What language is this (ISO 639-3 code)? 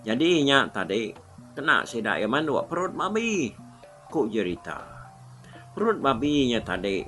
iba